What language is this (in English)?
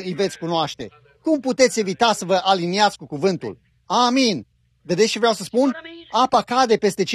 Romanian